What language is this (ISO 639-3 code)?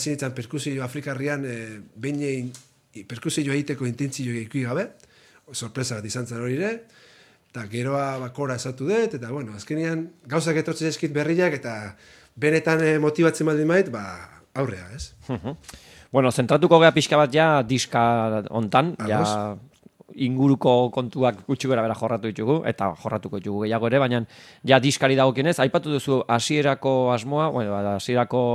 eus